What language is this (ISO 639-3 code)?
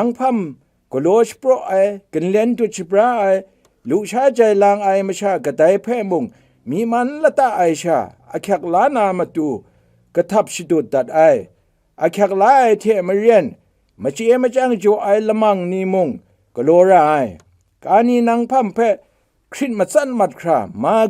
kac